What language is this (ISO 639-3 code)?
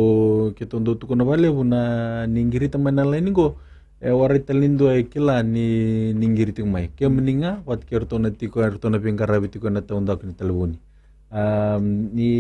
fij